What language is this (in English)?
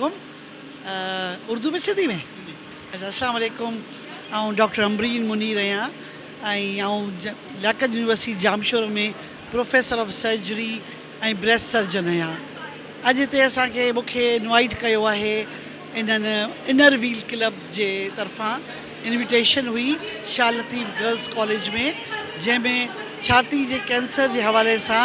Sindhi